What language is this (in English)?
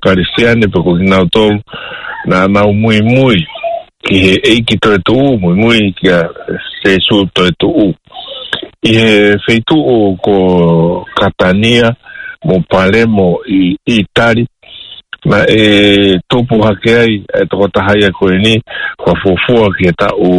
Tongan